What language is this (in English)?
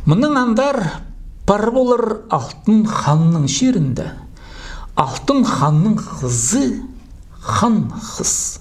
Khakas